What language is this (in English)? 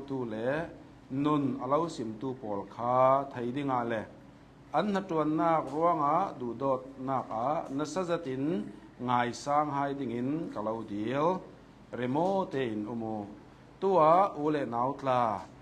Hakha Chin